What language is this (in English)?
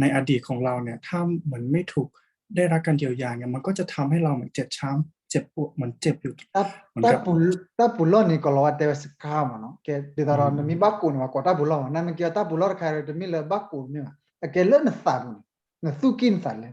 S'gaw Karen